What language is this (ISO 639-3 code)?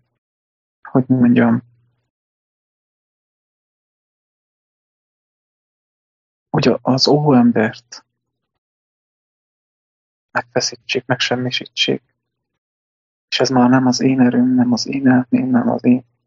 hun